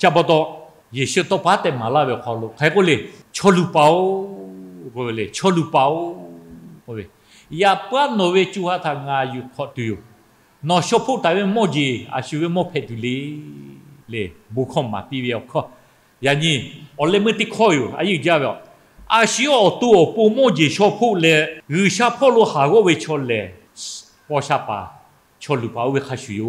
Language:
Lahu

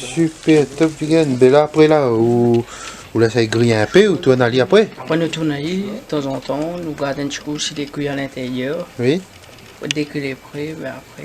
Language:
Réunion Creole French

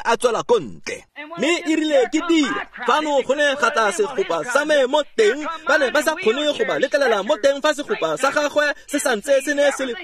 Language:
Tswana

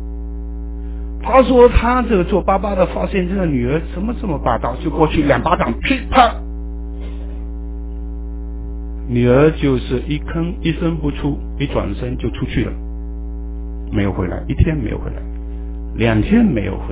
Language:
Chinese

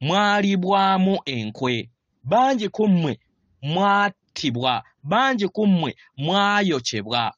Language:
Ganda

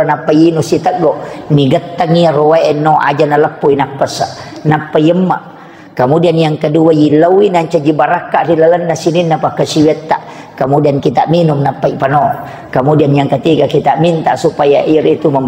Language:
Buginese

